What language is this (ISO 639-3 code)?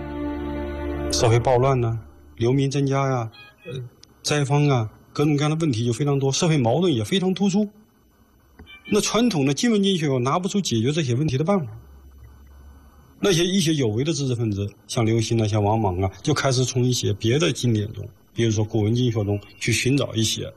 zho